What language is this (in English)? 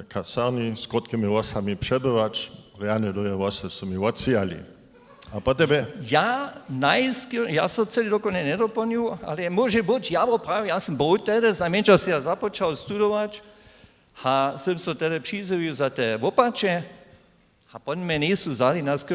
Upper Sorbian